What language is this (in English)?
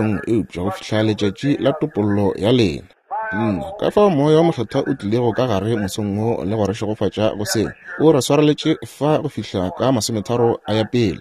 Northern Sotho